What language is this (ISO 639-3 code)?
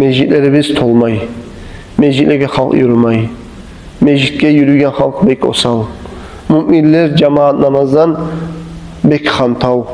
kum